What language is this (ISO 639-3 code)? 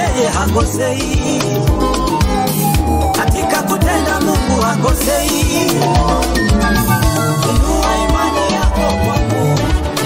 swa